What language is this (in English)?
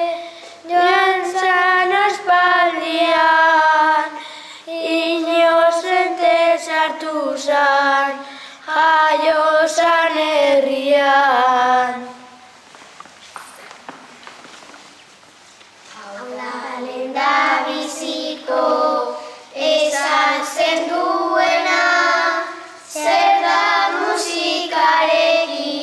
Basque